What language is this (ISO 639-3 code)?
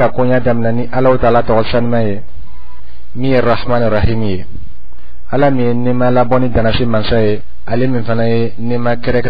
dyu